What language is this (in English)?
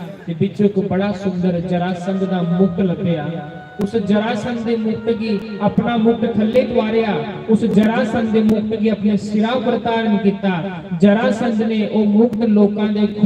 Dogri